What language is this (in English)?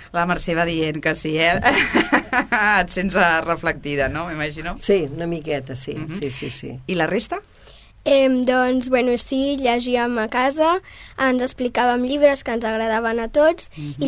Catalan